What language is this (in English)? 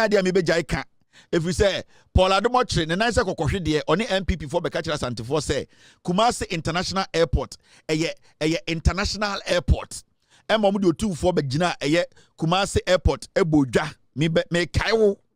Akan